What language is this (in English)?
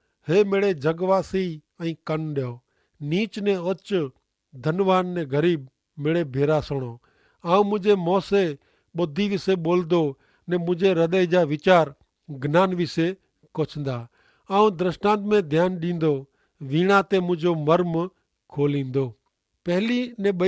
Kachhi